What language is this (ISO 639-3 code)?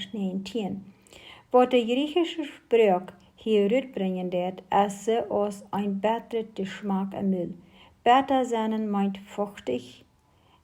pdt